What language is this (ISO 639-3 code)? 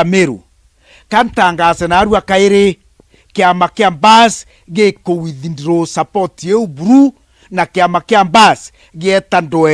mer